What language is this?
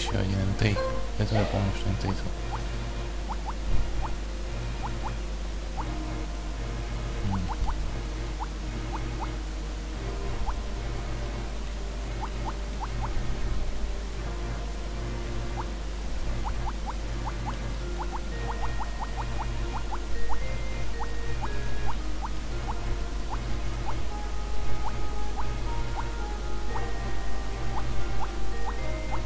Russian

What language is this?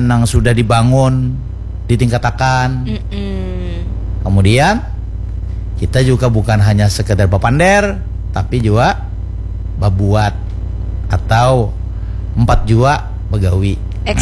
Banjar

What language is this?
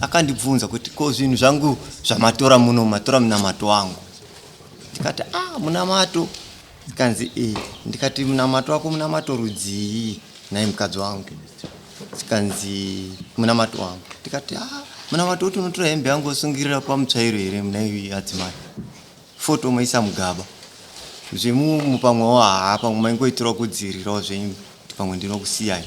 Shona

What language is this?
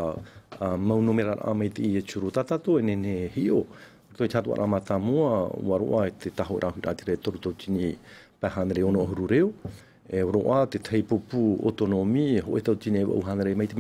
Tahitian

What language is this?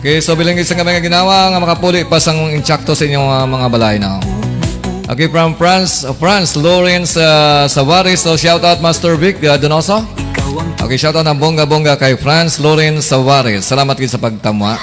Hiligaynon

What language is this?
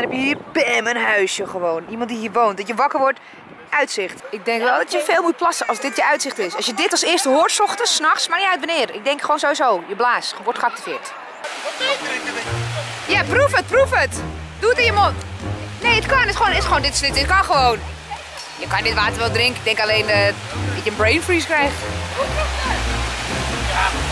Dutch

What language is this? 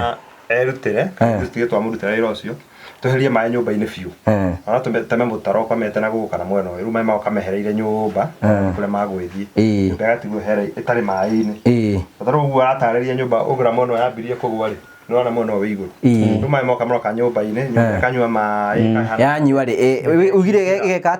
Kikuyu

